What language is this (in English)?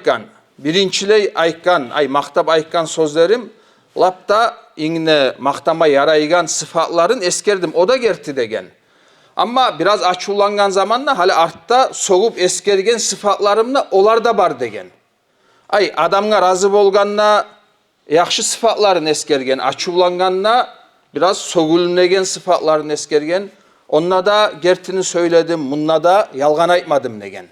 Kumyk